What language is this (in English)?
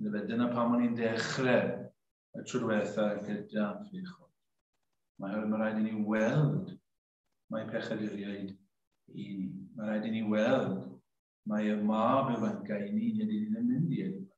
Welsh